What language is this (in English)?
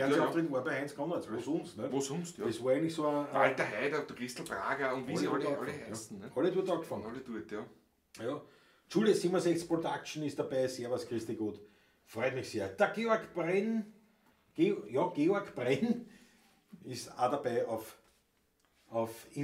Bavarian